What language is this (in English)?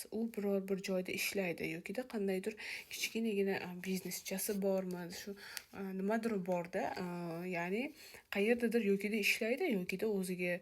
Uzbek